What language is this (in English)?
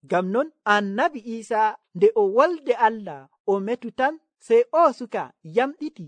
Nigerian Fulfulde